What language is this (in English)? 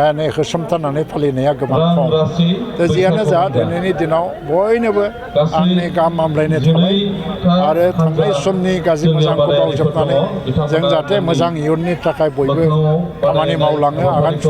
Bodo